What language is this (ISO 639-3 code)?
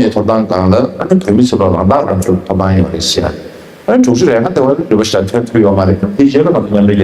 bod